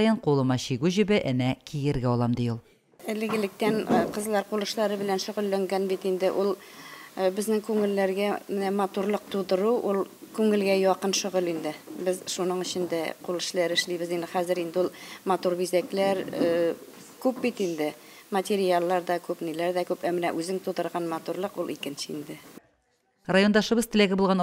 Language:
Tatar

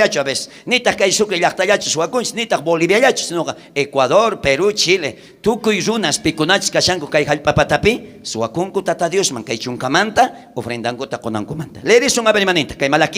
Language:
South Bolivian Quechua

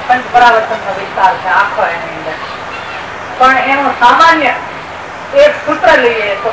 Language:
Gujarati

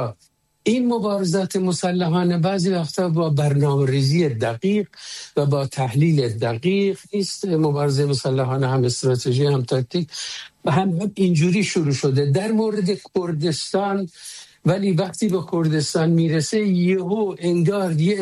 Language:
Persian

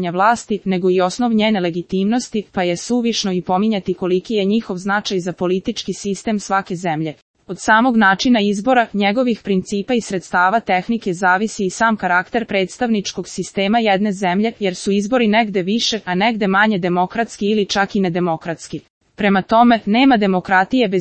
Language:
Serbian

